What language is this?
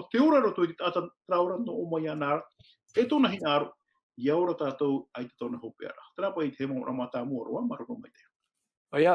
Tahitian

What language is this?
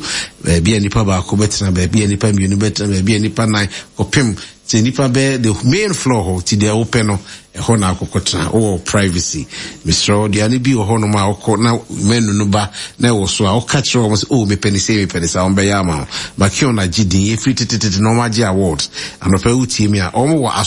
Akan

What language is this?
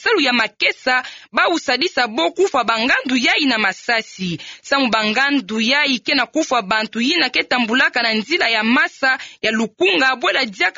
Kituba (Democratic Republic of Congo)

